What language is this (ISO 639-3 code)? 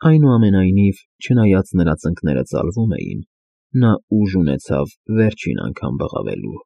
hye